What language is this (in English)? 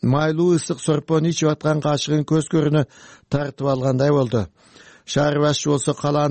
Kyrgyz